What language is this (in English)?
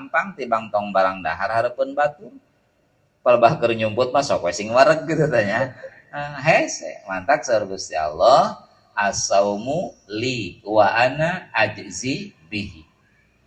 Sundanese